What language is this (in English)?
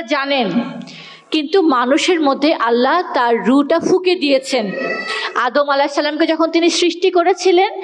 Bangla